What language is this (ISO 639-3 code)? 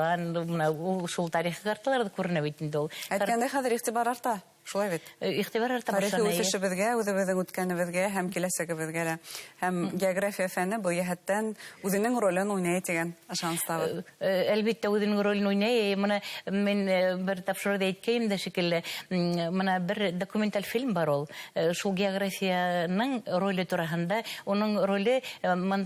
bak